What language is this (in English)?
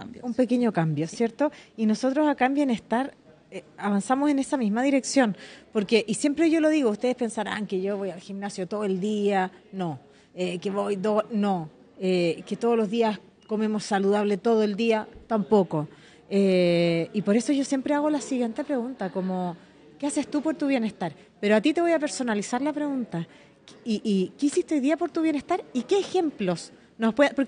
Spanish